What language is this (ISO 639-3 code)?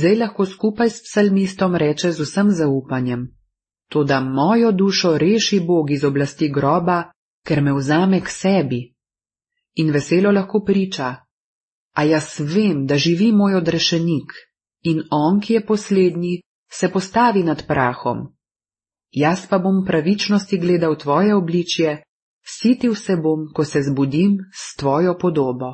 slv